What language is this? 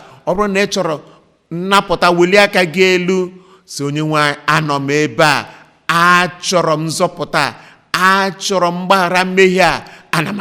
Igbo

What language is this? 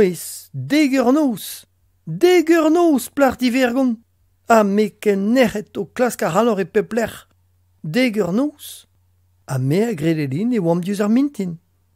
Breton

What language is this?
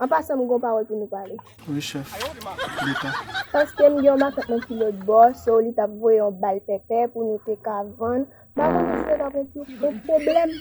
Haitian Creole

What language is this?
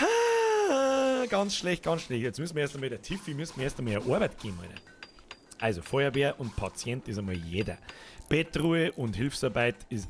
Bavarian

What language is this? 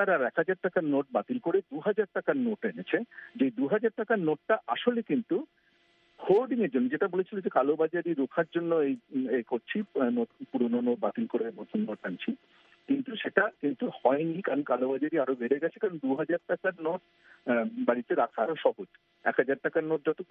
Bangla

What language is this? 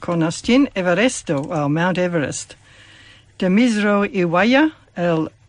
Esperanto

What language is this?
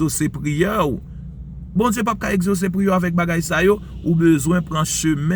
Haitian Creole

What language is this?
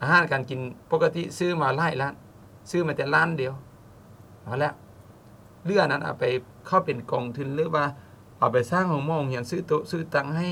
Lao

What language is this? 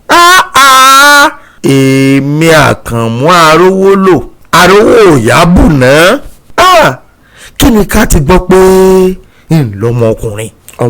Yoruba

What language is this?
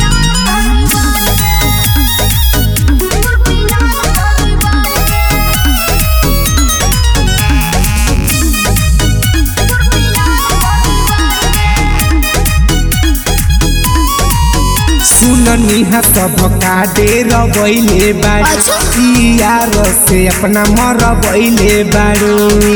Bhojpuri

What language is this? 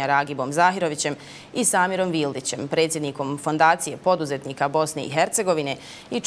Bosnian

